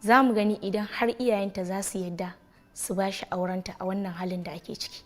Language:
Hausa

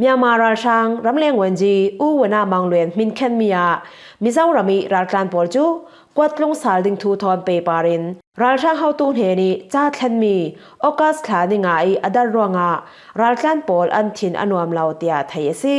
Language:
Falam Chin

